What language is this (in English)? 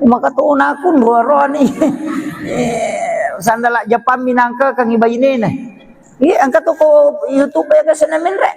Buginese